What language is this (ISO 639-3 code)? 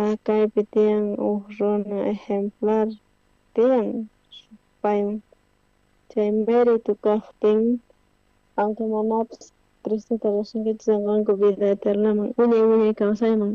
quh